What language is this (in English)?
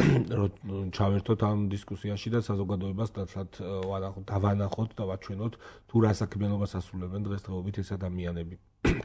Georgian